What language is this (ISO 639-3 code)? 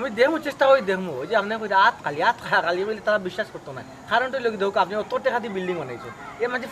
syl